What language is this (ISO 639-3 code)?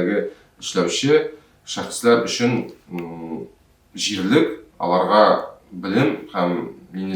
tat